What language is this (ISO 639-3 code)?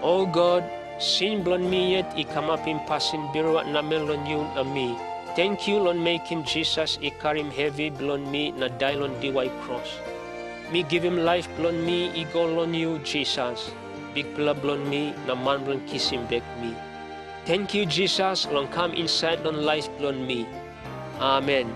tpi